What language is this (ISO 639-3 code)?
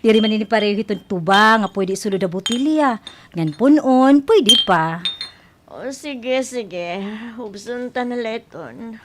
war